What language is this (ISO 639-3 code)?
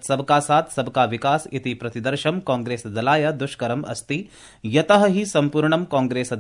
san